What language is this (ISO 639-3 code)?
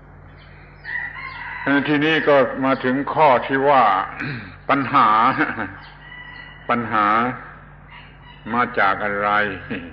tha